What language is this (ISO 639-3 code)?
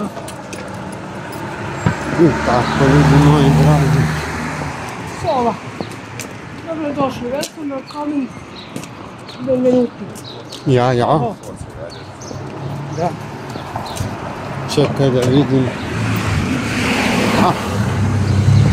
hrv